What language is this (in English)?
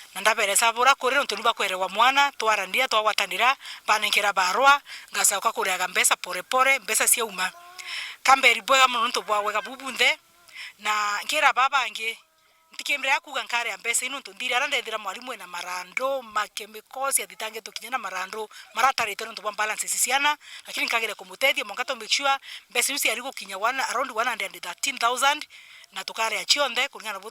Meru